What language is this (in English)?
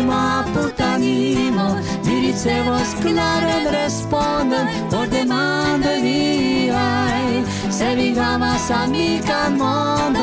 Esperanto